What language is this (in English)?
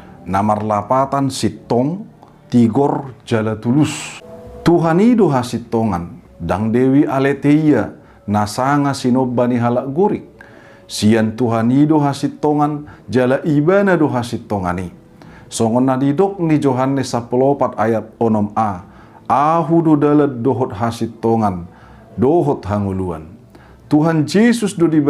Batak Toba